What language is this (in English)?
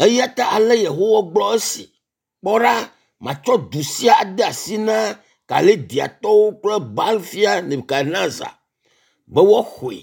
Ewe